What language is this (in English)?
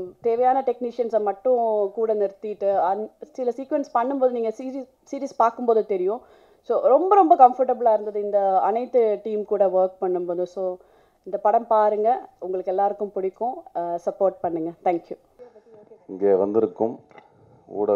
Tamil